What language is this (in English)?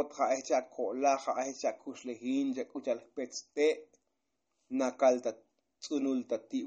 Tzotzil